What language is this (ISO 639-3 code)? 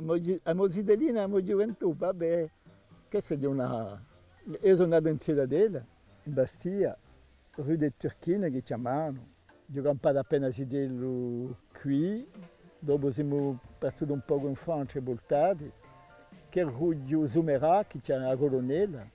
cos